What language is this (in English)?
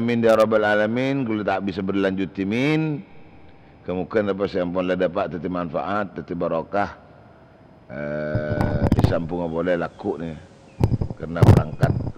Madurese